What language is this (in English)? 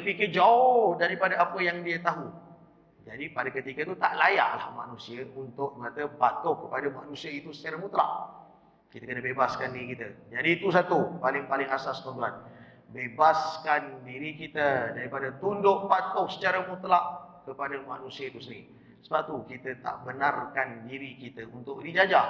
Malay